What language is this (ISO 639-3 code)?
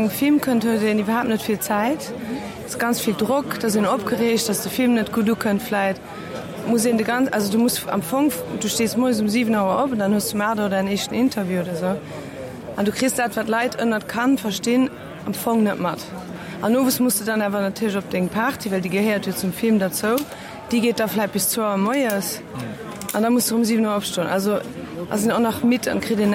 ltz